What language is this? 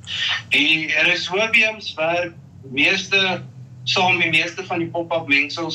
Afrikaans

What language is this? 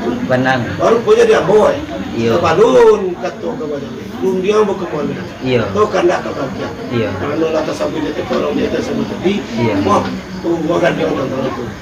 Minangkabau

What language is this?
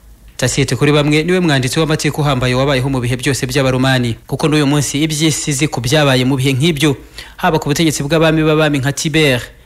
Kinyarwanda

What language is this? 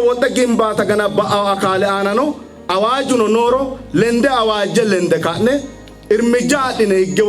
Sidamo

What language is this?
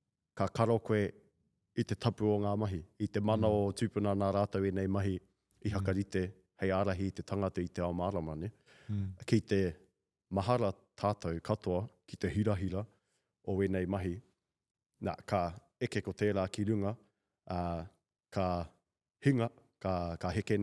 Māori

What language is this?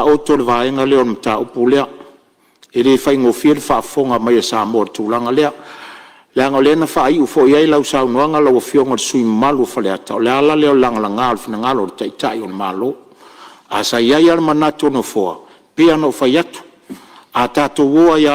Samoan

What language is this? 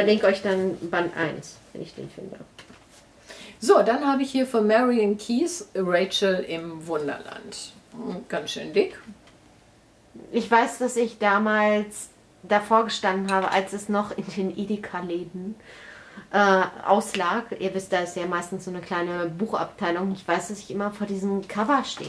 German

